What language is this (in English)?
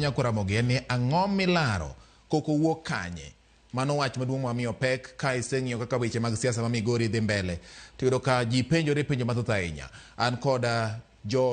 Luo (Kenya and Tanzania)